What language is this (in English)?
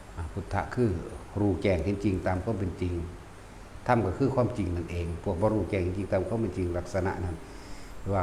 Northeastern Thai